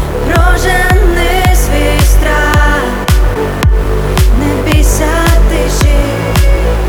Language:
Ukrainian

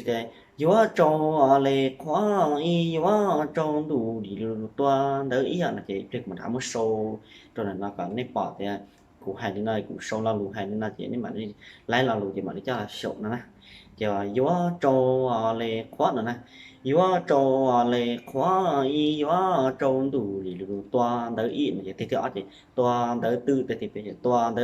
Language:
Hmong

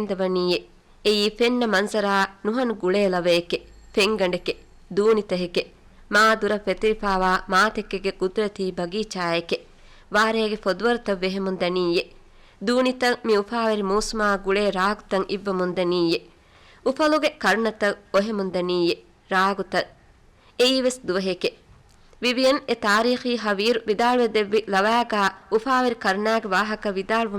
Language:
Divehi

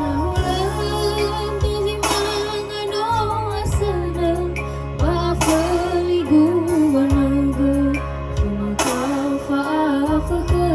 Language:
Nias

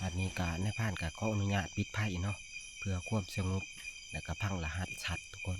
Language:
Northeastern Thai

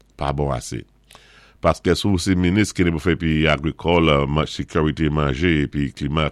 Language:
Saint Lucian Creole French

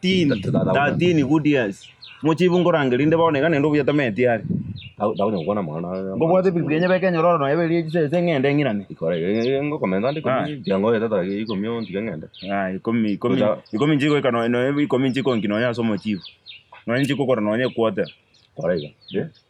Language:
Gusii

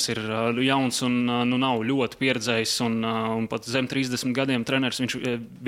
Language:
Latvian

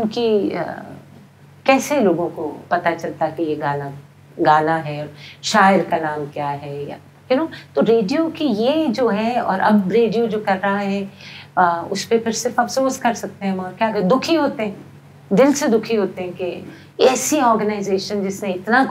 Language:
Urdu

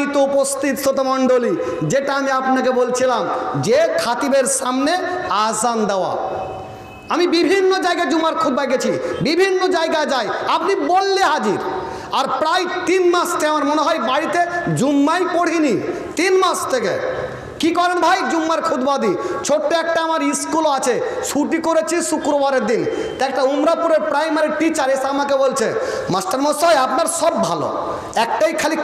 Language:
Bangla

